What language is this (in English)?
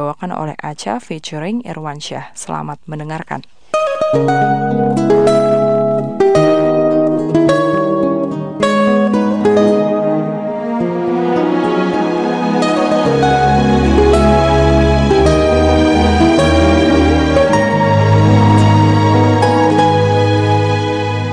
Indonesian